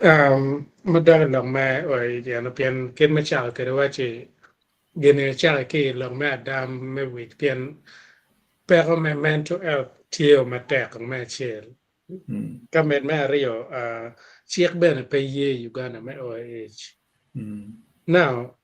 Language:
Acoli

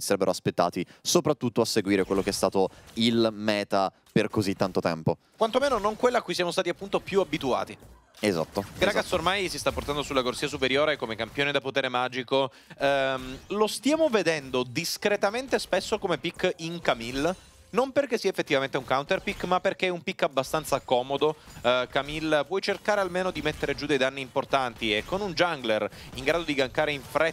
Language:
Italian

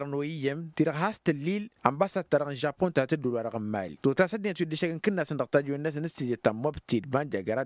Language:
Tamasheq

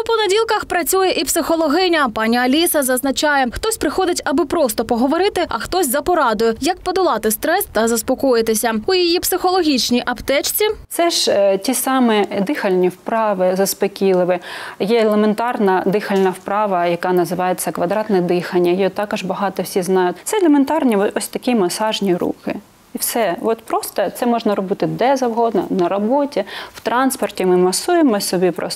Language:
Ukrainian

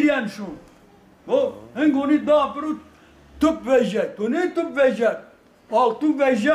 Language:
Zaza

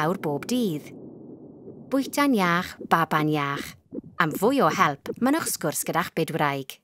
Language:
Welsh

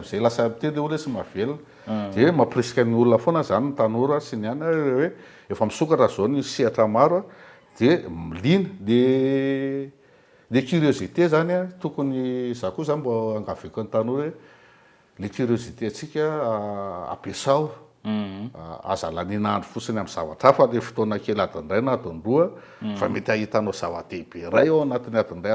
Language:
Malagasy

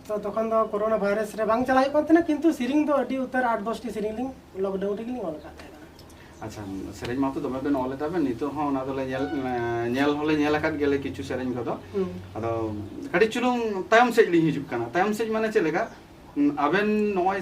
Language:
Santali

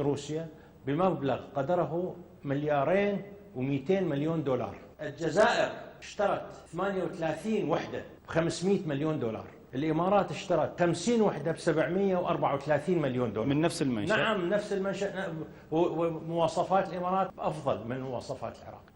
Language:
Mesopotamian Arabic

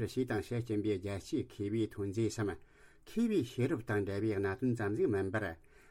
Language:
Tibetan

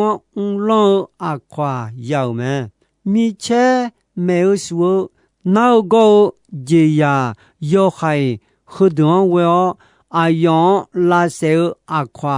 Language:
Akha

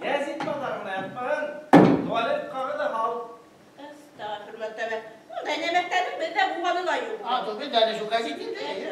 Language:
Bashkir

